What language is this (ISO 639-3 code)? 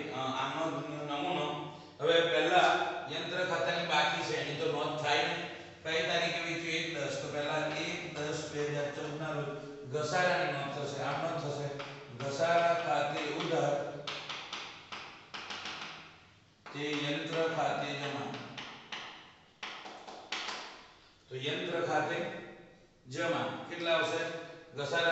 guj